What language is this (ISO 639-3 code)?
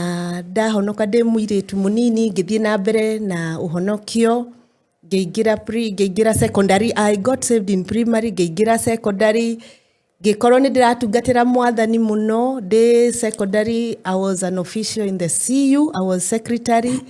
kik